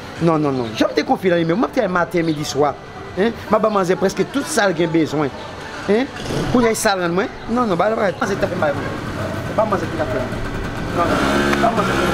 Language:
Haitian Creole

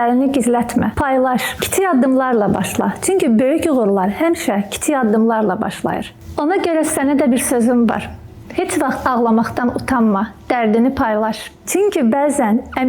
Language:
Azerbaijani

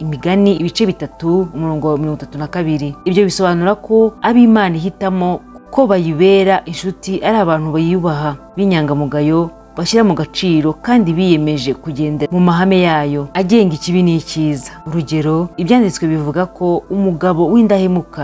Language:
Kinyarwanda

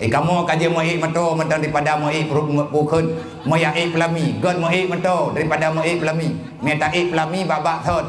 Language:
Achinese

